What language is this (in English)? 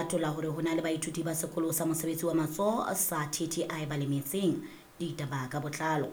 Southern Sotho